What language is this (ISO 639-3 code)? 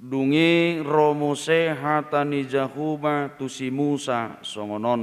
bbc